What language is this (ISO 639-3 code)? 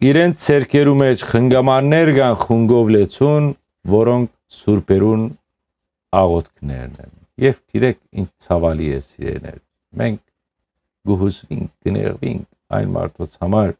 hyw